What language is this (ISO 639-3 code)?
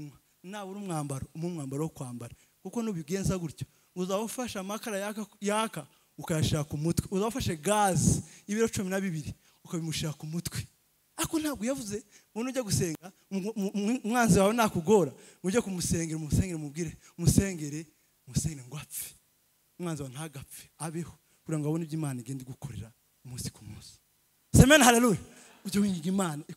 kin